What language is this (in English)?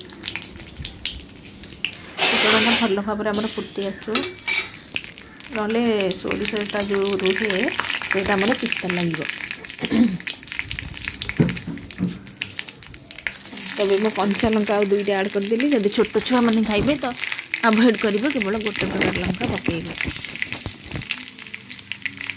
Odia